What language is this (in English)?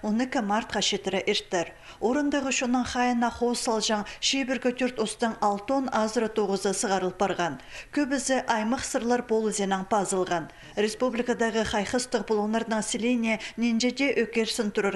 Khakas